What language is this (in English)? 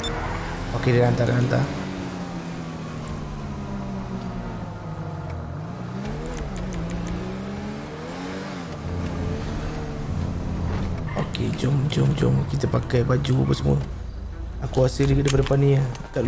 Malay